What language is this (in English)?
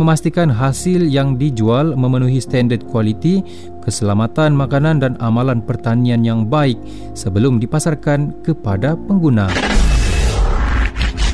Malay